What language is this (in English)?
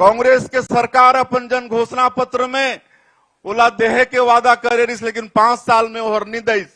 Chhattisgarhi